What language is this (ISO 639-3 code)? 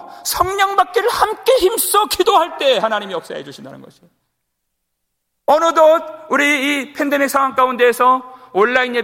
kor